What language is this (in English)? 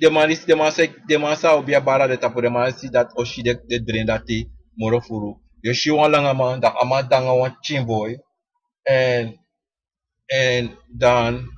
Sranan Tongo